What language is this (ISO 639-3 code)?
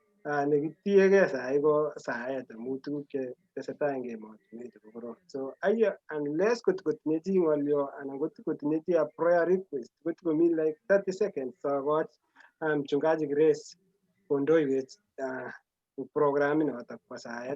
kln